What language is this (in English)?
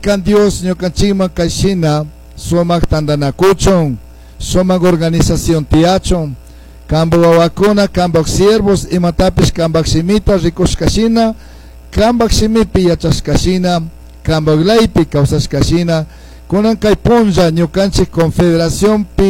Chimborazo Highland Quichua